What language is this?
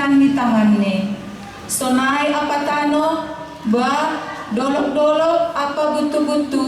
Batak Simalungun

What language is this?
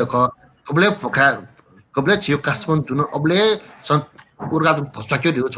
Newari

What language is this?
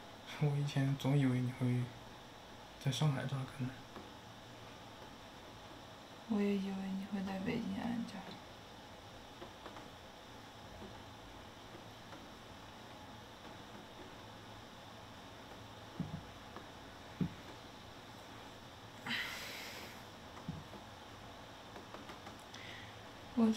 Chinese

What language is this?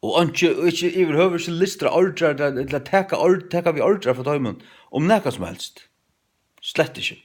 Faroese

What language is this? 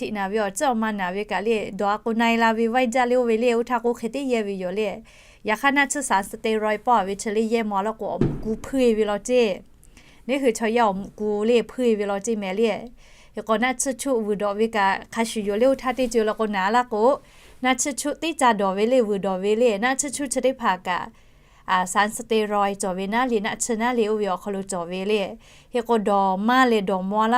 Lahu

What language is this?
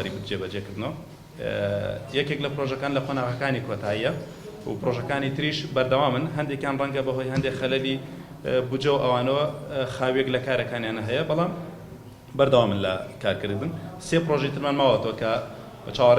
Central Kurdish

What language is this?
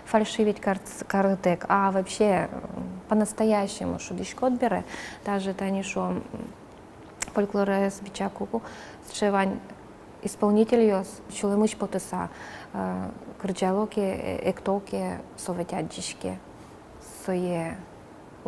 Udmurt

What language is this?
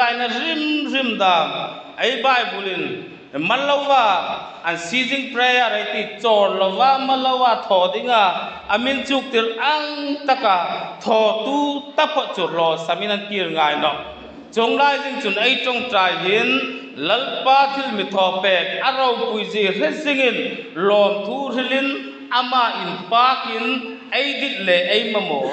Hmar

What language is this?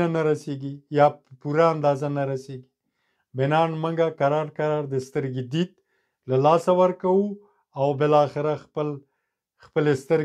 Pashto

